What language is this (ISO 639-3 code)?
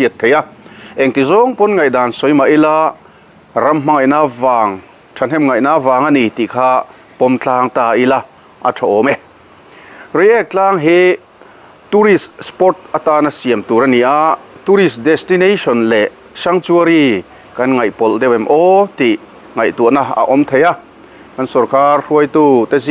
lus